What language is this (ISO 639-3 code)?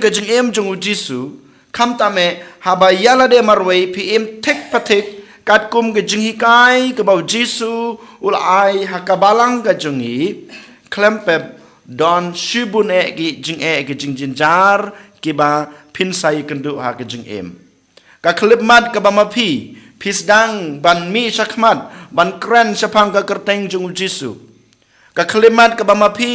kha